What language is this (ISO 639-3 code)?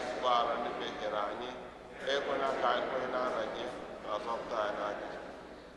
ibo